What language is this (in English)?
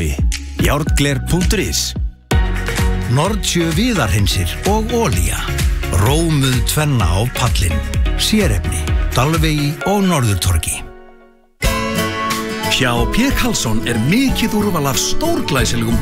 Icelandic